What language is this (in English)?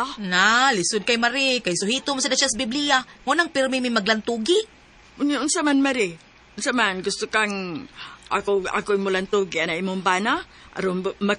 Cebuano